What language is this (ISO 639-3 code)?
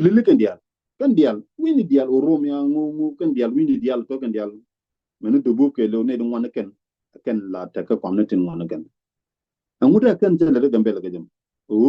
nus